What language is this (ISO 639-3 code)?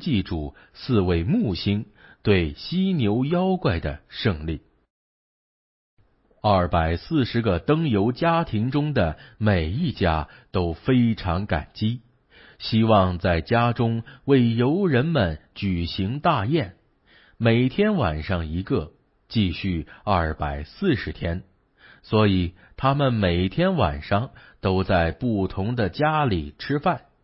zho